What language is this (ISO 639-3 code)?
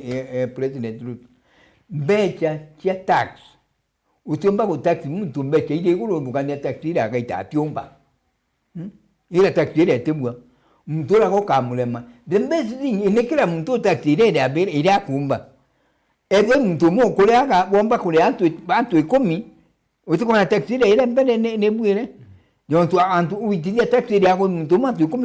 mer